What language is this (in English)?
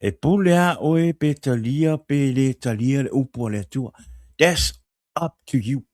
Samoan